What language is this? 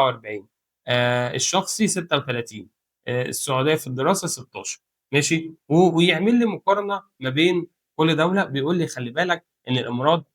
Egyptian Arabic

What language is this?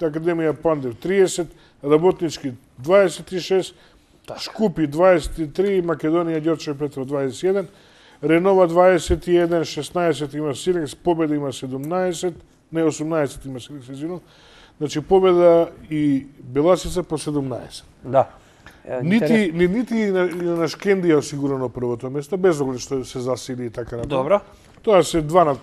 Macedonian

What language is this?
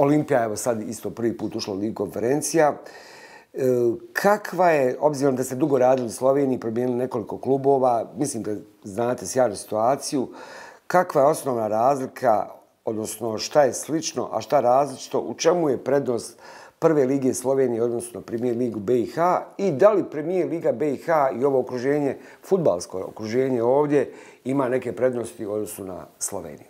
Bosnian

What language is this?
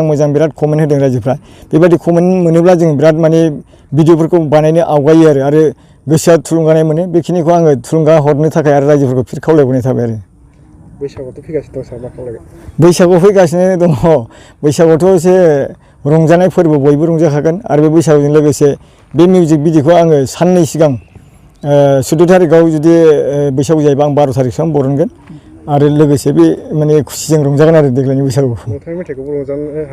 Bodo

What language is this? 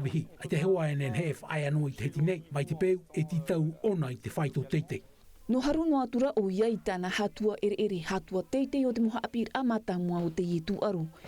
Tahitian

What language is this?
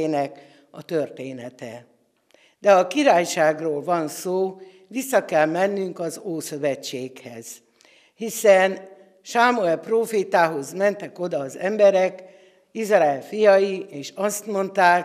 Hungarian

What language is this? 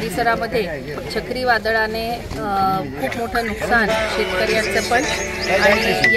Marathi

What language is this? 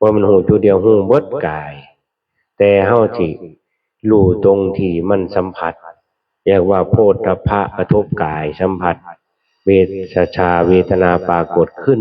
Northeastern Thai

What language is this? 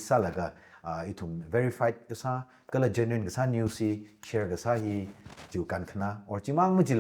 Tangkhul Naga (India)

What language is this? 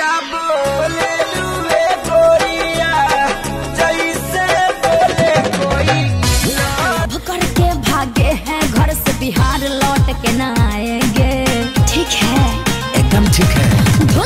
Bhojpuri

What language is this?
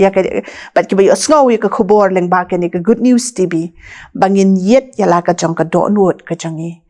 Khasi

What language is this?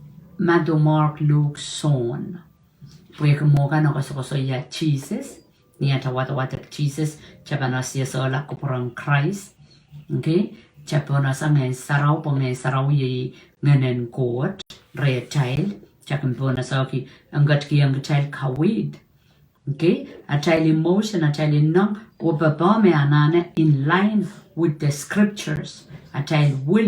Pohnpeian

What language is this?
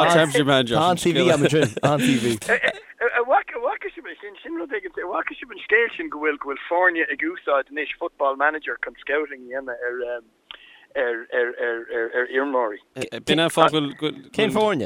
Irish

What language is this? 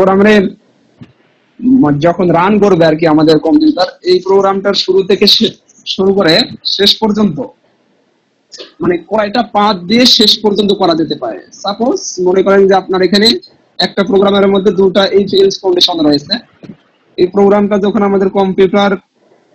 Bangla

